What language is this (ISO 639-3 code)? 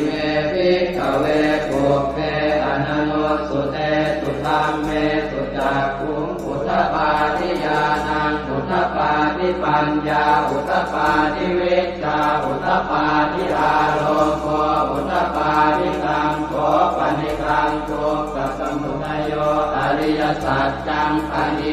pli